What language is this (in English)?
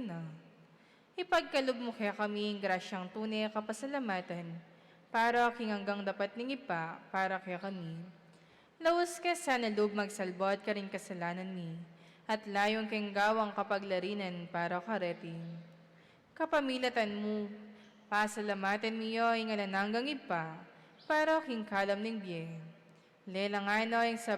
Pampanga